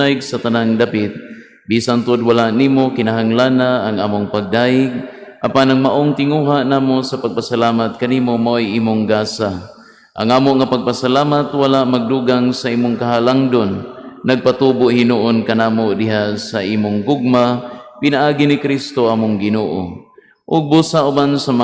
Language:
Cebuano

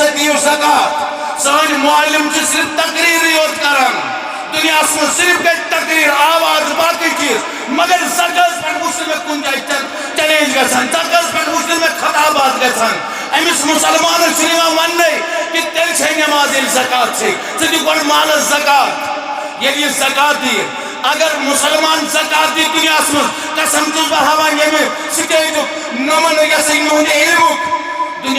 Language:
Kashmiri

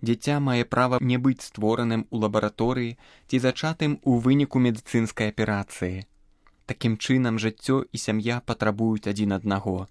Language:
Belarusian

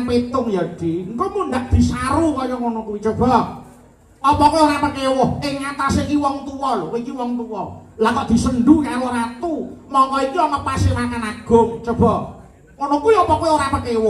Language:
Javanese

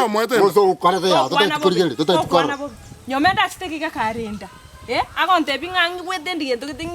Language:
Gusii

